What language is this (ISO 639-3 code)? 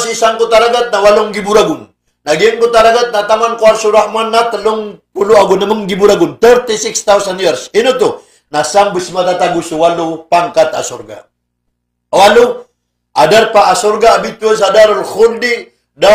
mrw